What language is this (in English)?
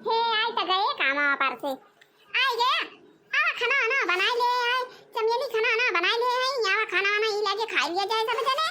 Awadhi